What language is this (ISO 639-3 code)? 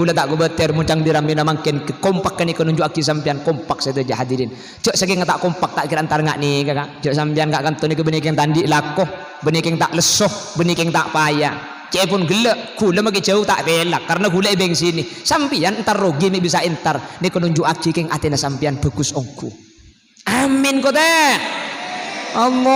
mad